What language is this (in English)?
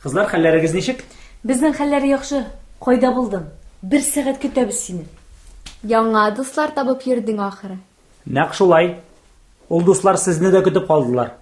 Tatar